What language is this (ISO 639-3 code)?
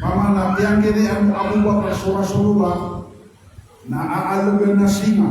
mrw